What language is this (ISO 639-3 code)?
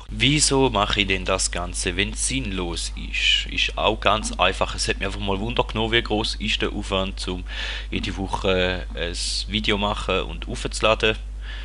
gsw